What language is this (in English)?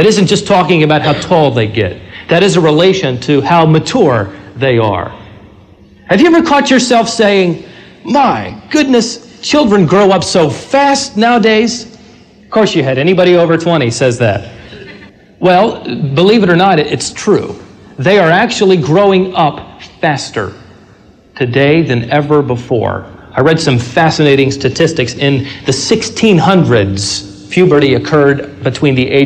English